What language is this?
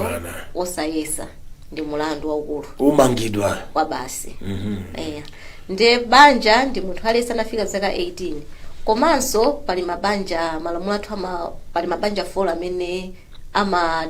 Nyanja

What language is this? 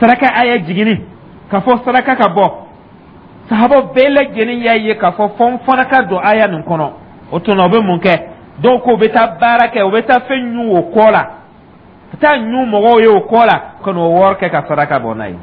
Dyula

